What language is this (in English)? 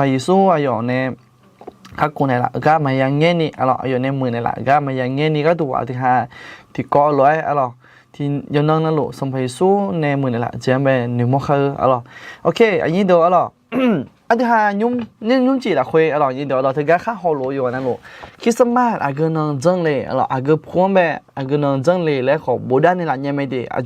Akha